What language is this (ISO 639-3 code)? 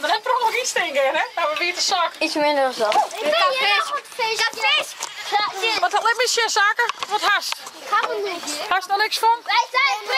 fry